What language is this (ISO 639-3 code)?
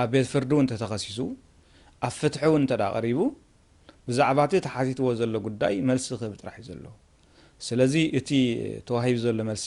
tir